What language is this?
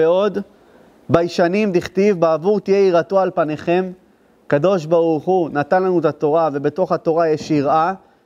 Hebrew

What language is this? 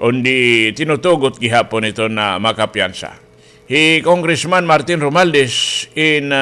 Waray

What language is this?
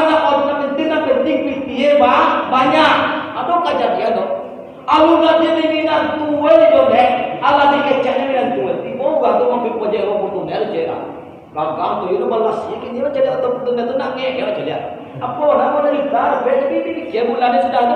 Minangkabau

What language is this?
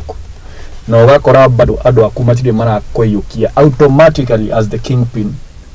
Kikuyu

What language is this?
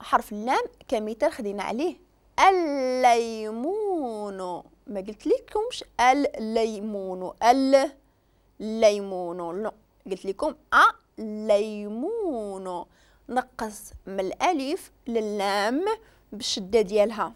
Moroccan Arabic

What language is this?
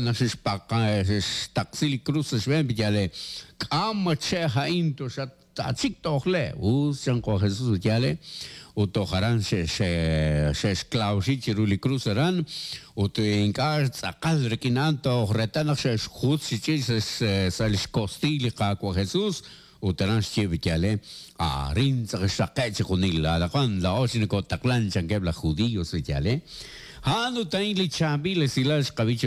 Kekchí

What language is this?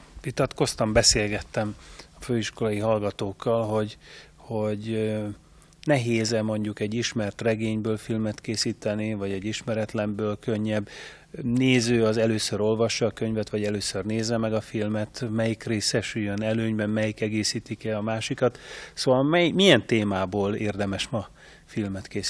Hungarian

